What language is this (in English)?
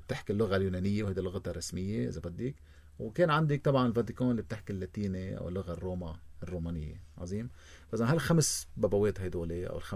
North Levantine Arabic